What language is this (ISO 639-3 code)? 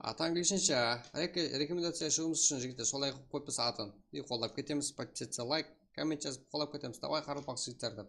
kaa